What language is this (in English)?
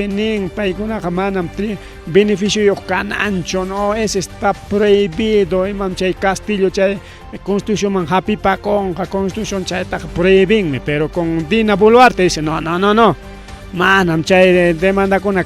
Ayacucho Quechua